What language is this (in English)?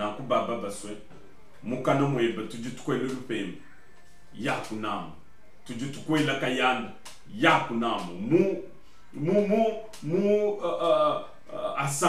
Luba-Lulua